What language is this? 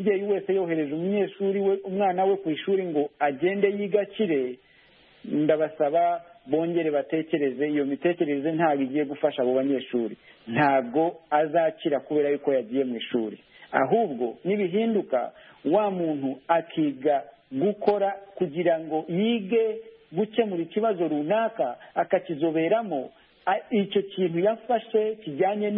Kinyarwanda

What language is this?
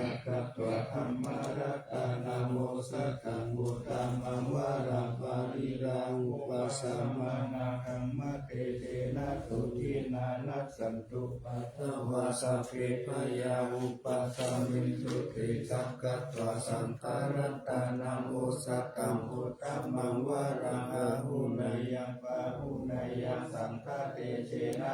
Pali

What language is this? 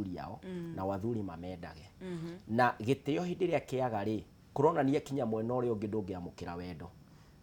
Kikuyu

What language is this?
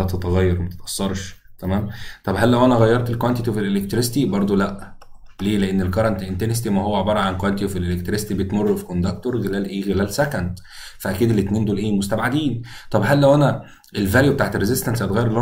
Egyptian Arabic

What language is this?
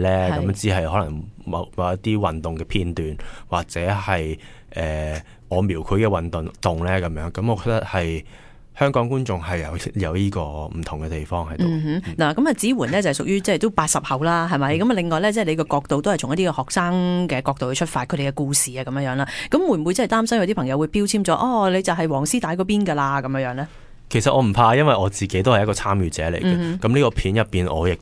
Cantonese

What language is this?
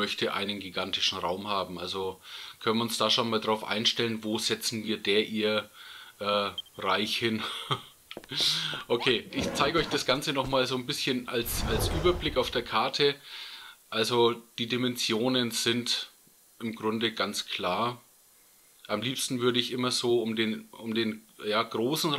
German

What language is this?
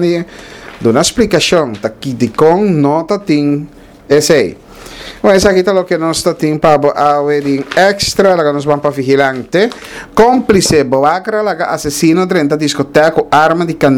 Papiamento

